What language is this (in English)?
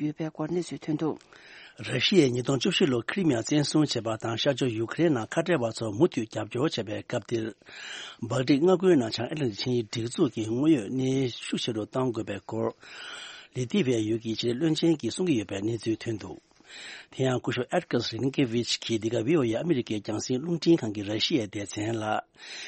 Tibetan